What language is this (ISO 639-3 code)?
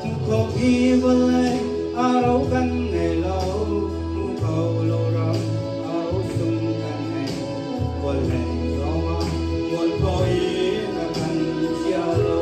cnh